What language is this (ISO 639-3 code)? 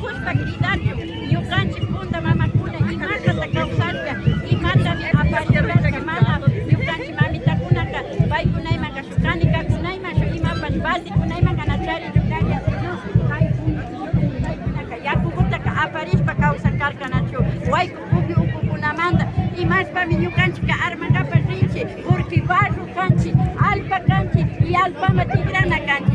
qvi